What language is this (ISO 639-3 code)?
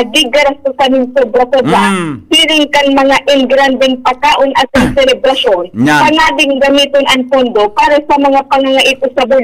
bik